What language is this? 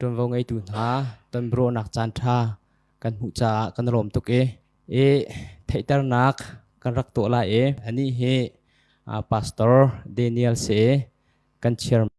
Hakha Chin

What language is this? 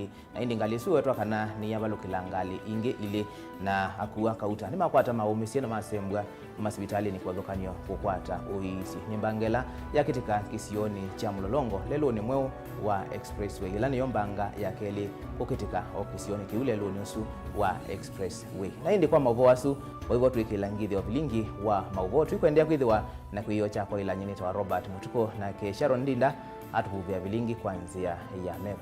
Kamba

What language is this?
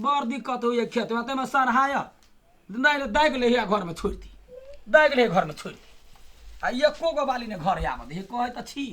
Maithili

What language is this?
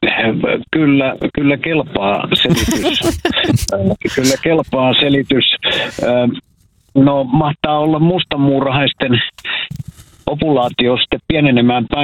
Finnish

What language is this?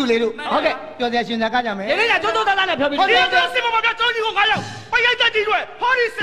Burmese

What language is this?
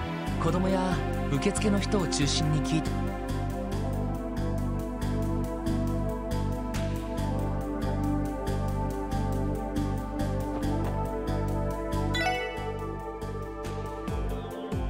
Japanese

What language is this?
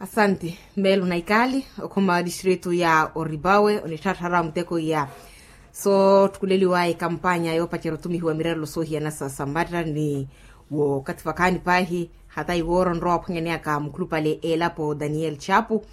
Makhuwa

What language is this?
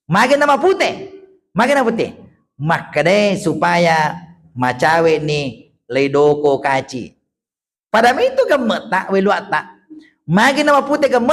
Buginese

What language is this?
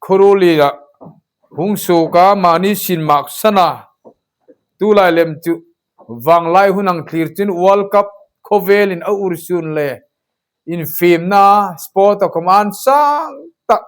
Hmar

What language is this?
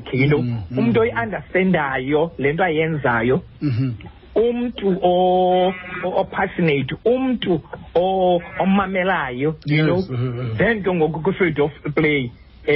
Xhosa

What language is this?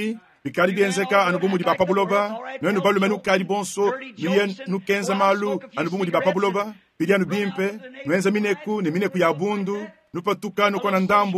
Luba-Lulua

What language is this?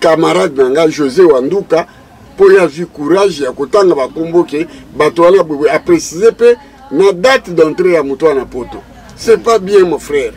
Lingala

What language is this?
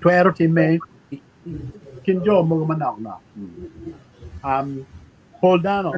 Acoli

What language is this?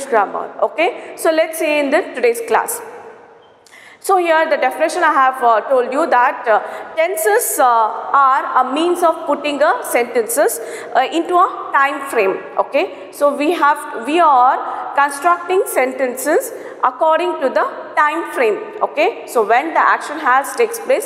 English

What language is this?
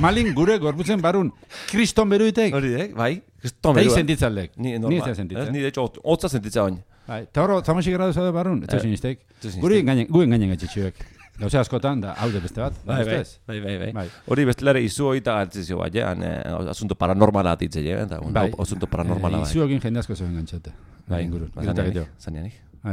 Basque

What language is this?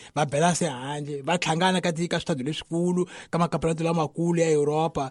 Tsonga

